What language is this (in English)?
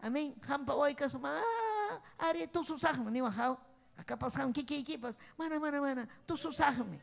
Ayacucho Quechua